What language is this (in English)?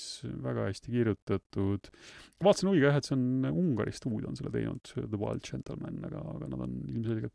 Estonian